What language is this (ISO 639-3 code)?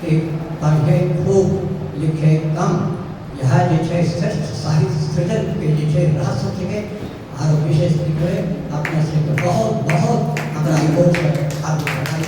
anp